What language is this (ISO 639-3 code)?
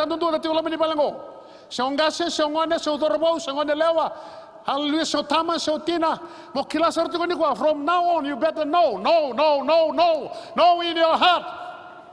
fij